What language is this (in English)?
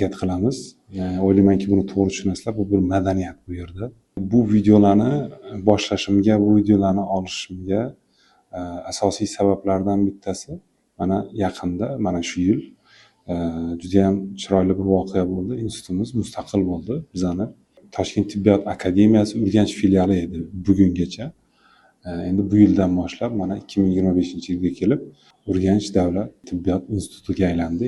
Uzbek